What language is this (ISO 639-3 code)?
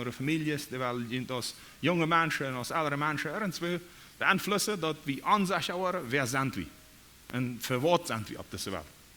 pdt